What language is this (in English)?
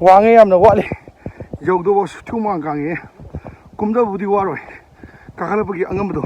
Manipuri